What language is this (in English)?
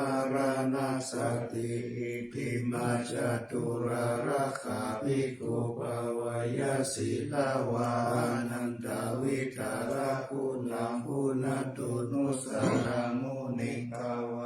Pali